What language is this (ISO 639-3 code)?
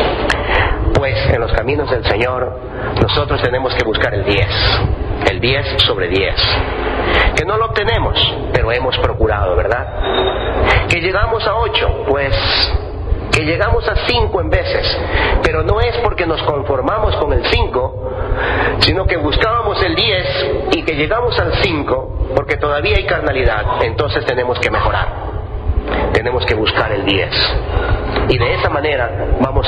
spa